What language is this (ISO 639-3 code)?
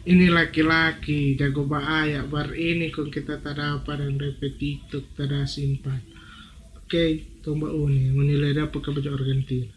xmm